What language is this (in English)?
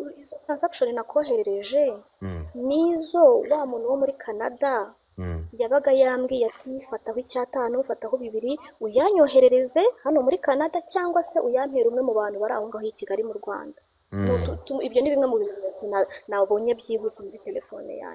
Kinyarwanda